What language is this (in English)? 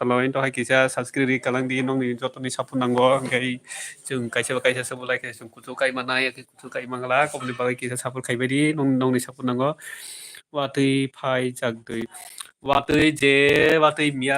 Kok Borok